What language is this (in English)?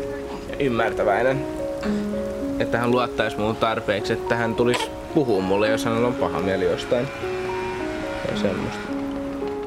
Finnish